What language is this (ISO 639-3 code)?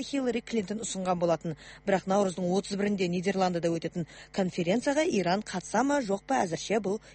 kaz